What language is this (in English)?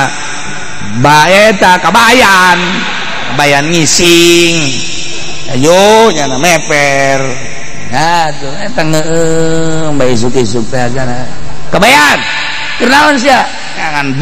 Sundanese